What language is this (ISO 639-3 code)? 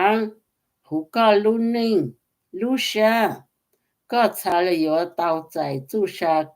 hmn